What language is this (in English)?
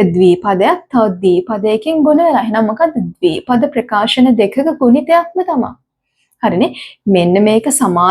Sinhala